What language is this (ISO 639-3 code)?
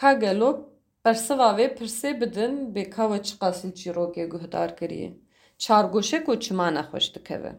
kur